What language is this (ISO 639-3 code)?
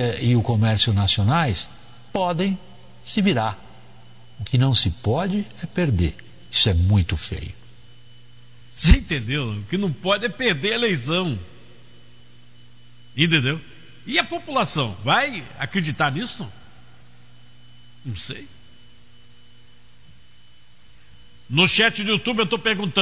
por